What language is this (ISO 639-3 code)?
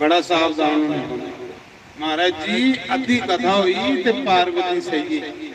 doi